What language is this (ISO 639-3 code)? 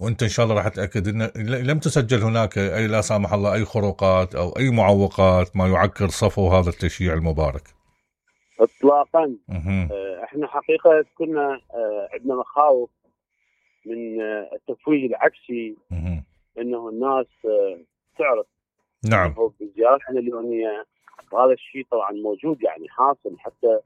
acm